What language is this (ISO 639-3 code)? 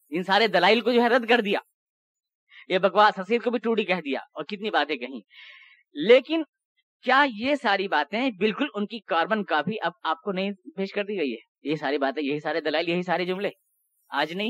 urd